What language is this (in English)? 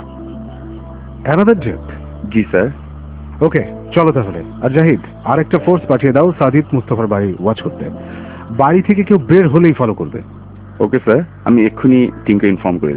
Bangla